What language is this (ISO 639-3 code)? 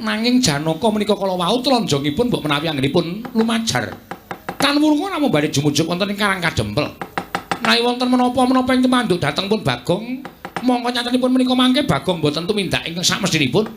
jav